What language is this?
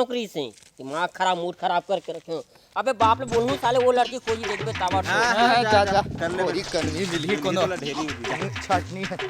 Chhattisgarhi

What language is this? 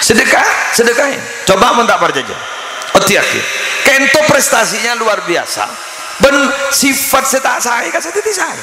Madurese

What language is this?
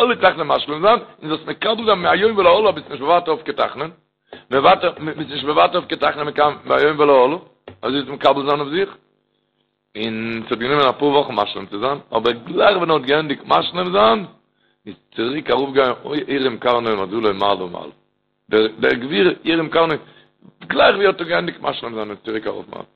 Yiddish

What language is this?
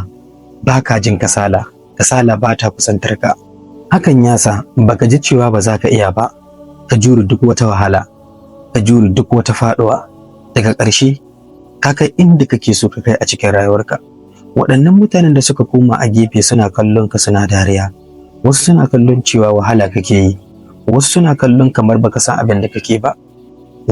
Hausa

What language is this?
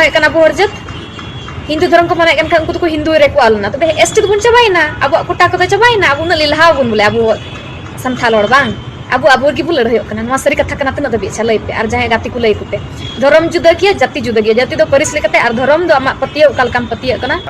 Santali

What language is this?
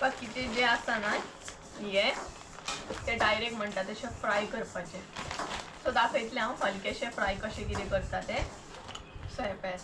Konkani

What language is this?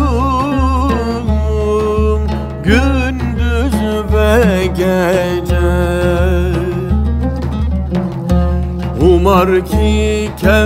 Turkish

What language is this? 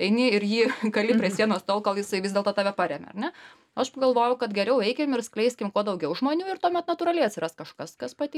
Lithuanian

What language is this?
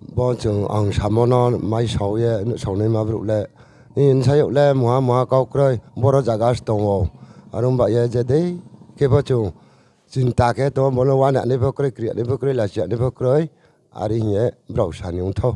Riang (India)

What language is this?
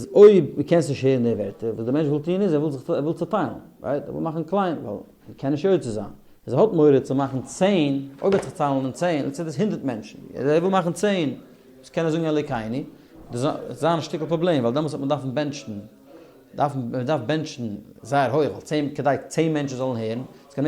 Yiddish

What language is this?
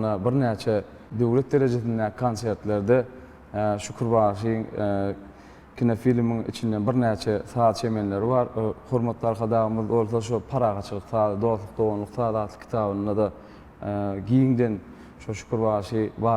Turkmen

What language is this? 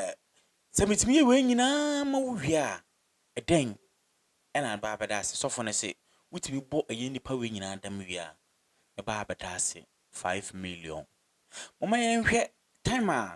Akan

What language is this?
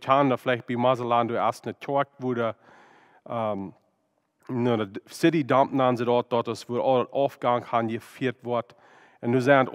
Plautdietsch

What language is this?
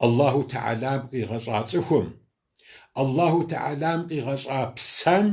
Kabardian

